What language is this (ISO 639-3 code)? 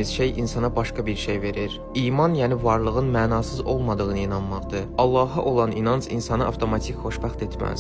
aze